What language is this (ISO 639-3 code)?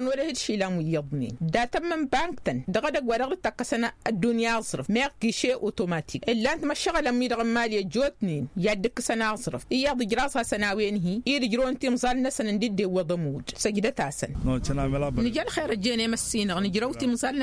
taq